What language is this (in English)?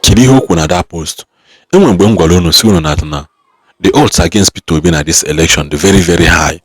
Igbo